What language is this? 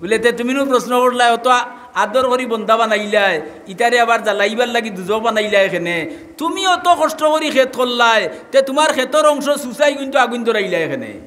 Sylheti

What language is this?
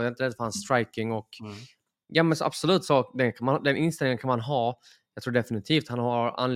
Swedish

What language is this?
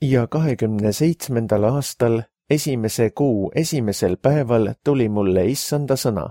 Estonian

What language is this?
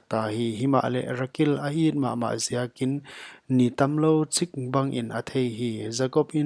Paite Chin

